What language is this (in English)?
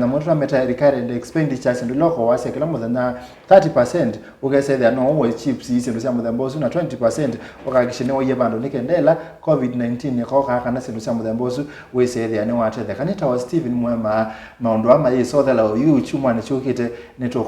Kamba